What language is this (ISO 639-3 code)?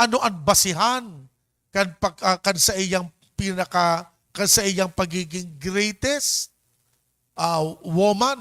bik